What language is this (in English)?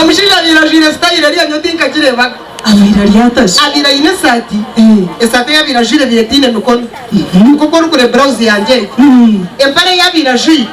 Nyankole